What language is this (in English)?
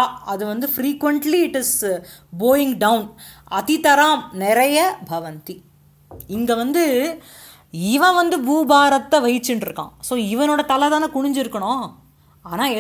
Tamil